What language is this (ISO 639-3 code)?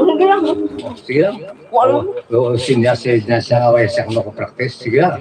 hil